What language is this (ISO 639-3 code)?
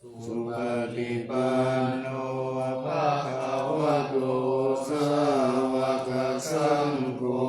pli